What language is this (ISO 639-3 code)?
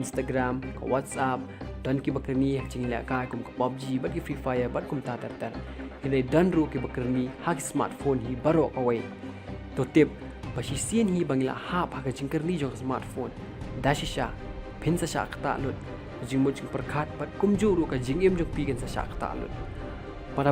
kha